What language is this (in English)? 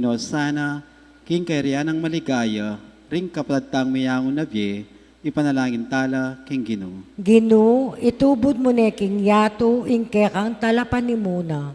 Pampanga